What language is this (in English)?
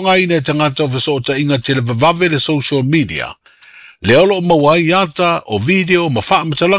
Samoan